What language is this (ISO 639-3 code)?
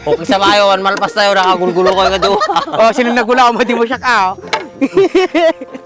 ilo